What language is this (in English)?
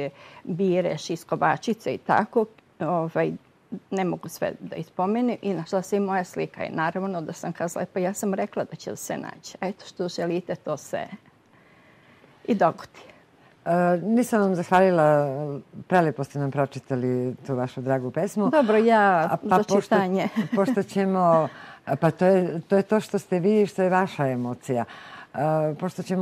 Serbian